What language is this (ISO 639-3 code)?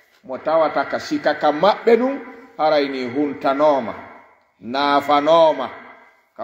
ful